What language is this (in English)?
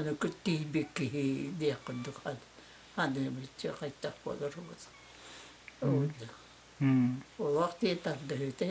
Yakut